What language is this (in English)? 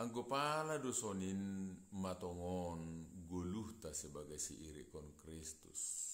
Batak Simalungun